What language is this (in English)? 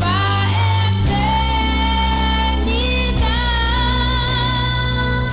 Papiamento